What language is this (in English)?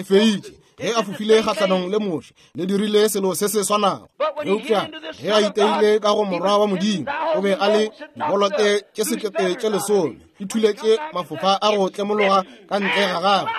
Northern Sotho